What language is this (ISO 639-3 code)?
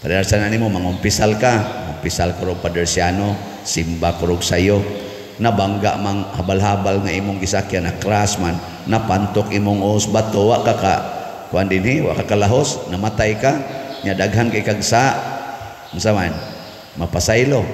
ceb